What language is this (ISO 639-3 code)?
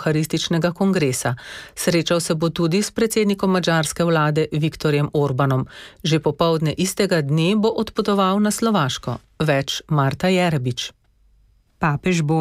slv